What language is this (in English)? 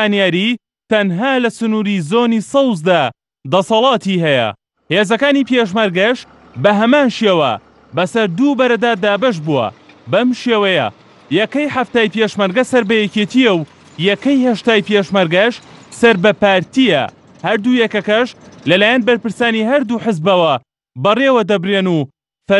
Central Kurdish